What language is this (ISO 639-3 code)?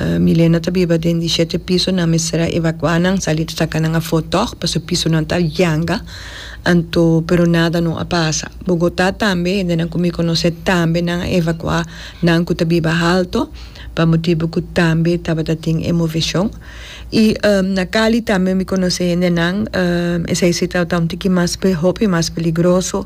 pap